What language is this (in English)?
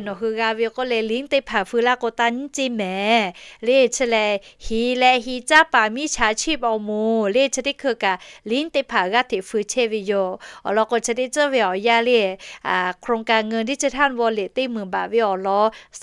Lahu